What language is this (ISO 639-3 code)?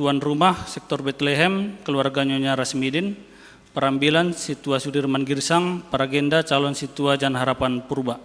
bts